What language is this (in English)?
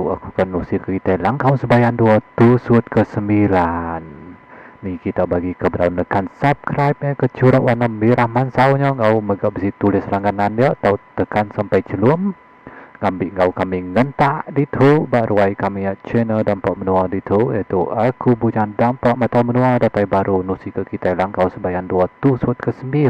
Iban